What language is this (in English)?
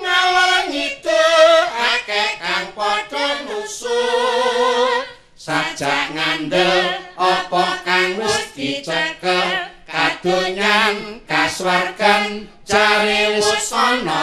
Javanese